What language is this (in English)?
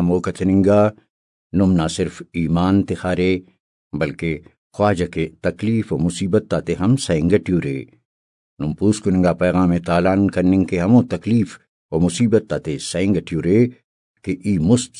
Brahui